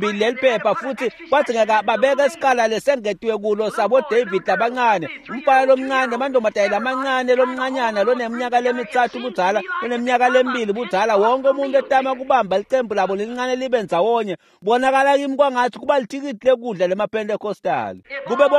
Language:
Swati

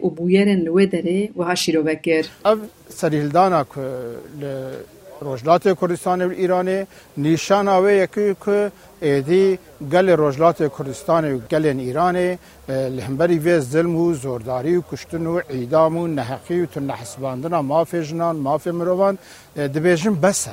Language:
Kurdish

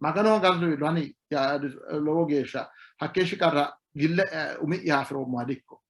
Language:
Sidamo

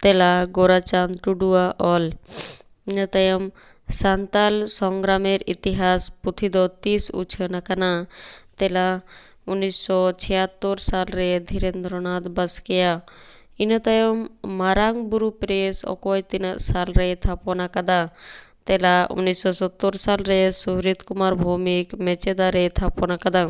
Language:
Santali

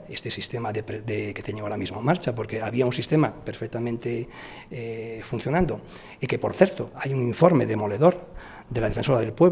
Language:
Galician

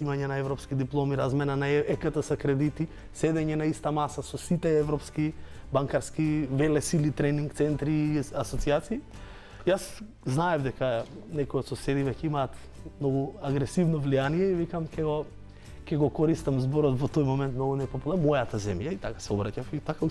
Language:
Macedonian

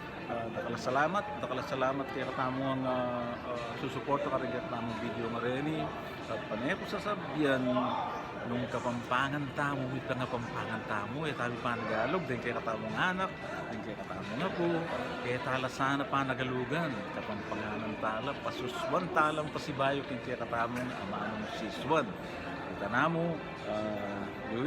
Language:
Pampanga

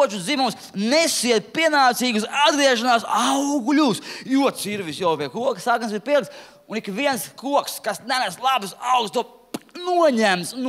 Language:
Latvian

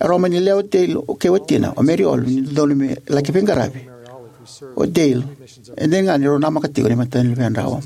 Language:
Fijian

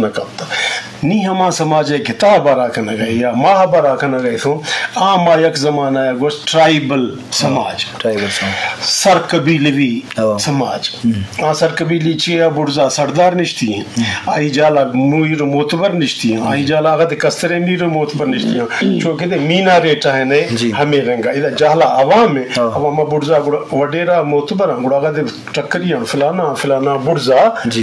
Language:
Eastern Balochi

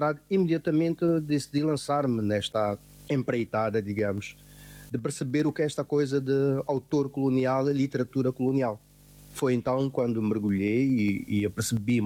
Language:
Portuguese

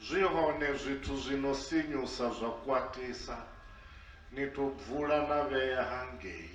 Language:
Venda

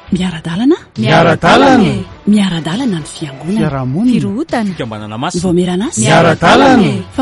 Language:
Malagasy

